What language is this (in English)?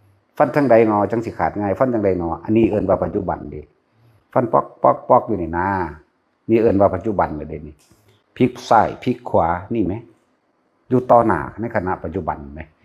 Northeastern Thai